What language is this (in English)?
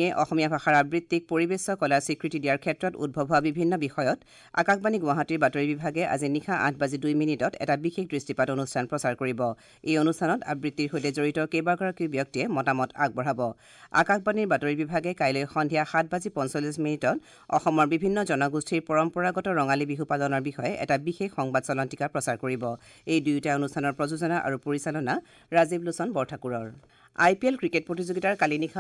Assamese